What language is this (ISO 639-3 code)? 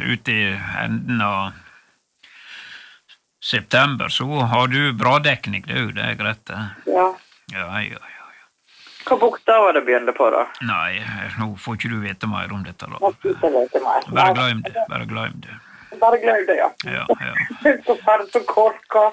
nor